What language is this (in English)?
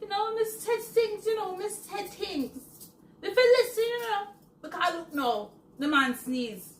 Jamaican Creole English